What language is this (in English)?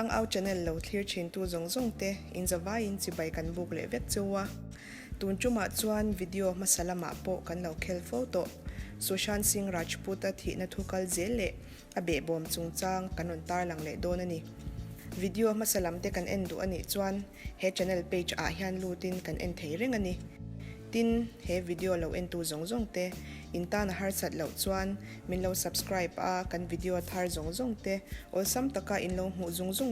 Mizo